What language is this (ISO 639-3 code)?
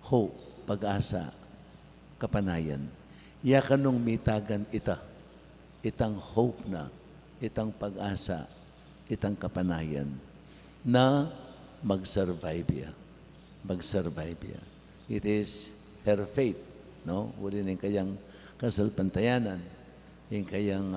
pam